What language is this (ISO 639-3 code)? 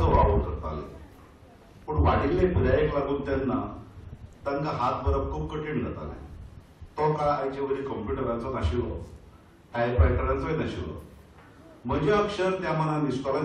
kok